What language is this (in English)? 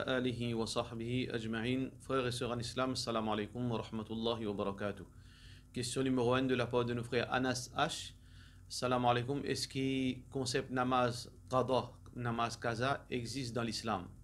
Morisyen